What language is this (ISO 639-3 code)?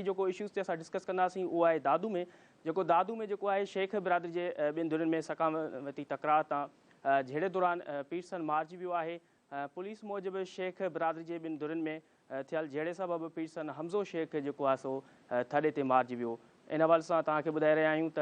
snd